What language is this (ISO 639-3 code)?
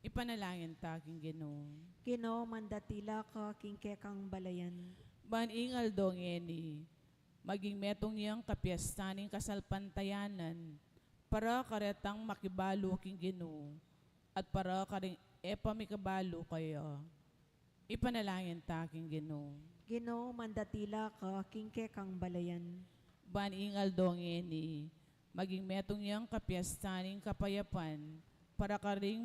pam